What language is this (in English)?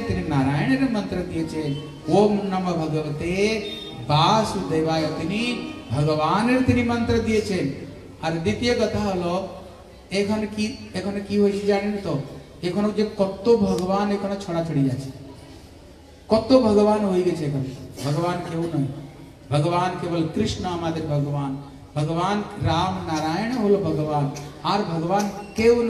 Bangla